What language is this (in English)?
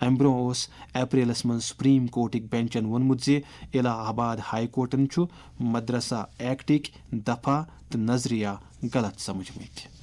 Kashmiri